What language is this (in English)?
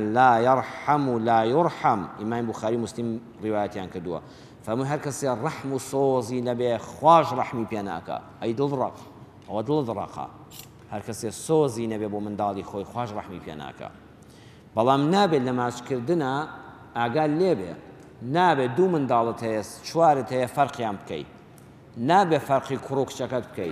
Central Kurdish